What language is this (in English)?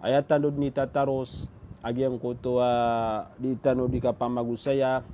Maranao